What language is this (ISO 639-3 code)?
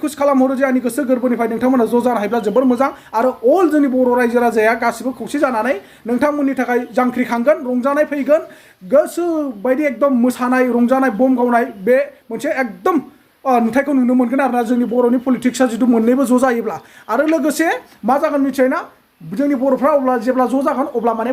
brx